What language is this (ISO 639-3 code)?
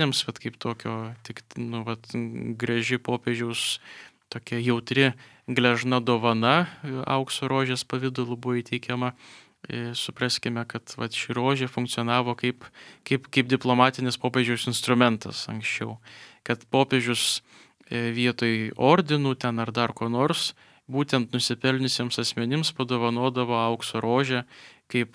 lit